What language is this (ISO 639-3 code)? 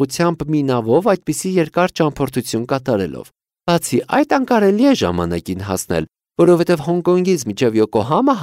hye